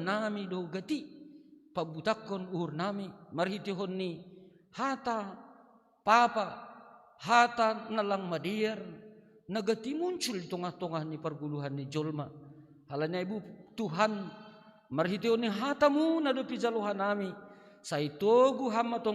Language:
Batak Simalungun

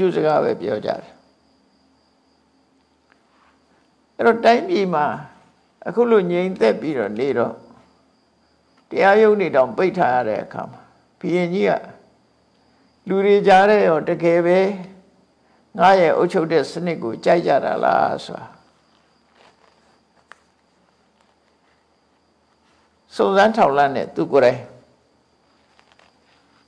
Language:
Burmese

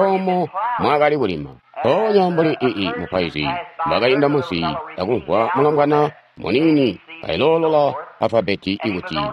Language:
Tonga (Zambia)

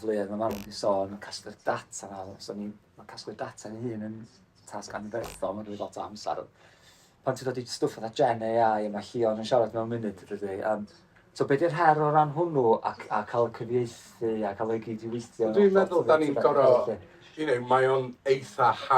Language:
Welsh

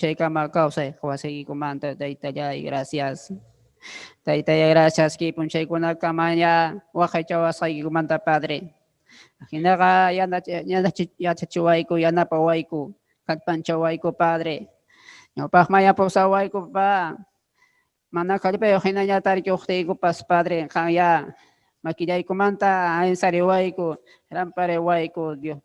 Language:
Ayacucho Quechua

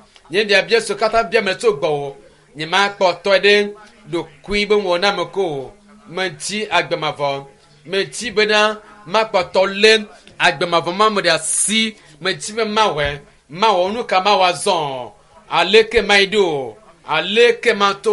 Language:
Ewe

